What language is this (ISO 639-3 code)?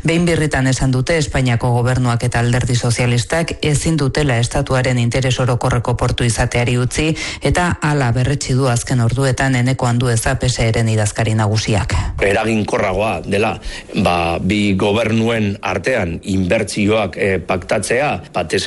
eus